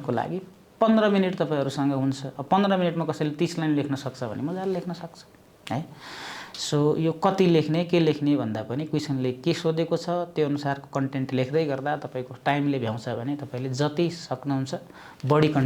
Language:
Nepali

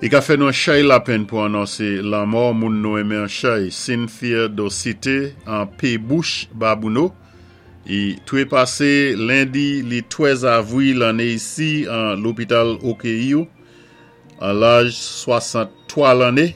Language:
Saint Lucian Creole French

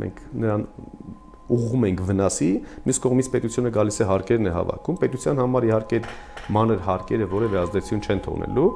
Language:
Armenian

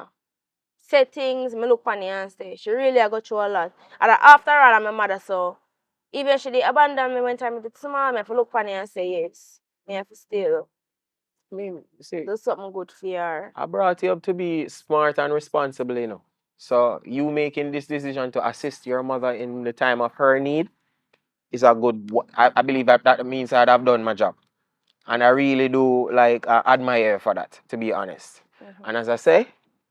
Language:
Jamaican Creole English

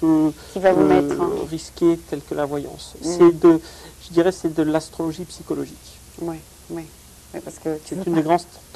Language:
French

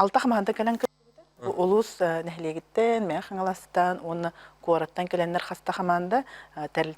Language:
Yakut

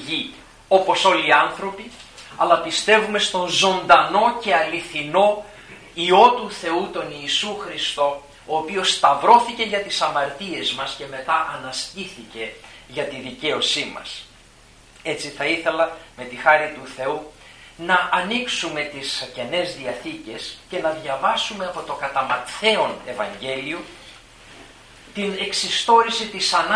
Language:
Greek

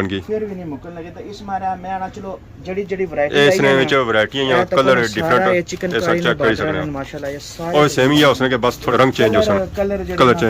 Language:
Pahari-Potwari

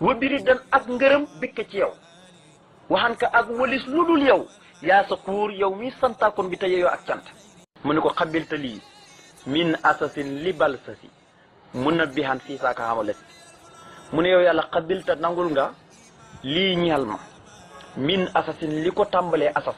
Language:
Wolof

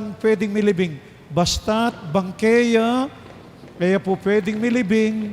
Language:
Pampanga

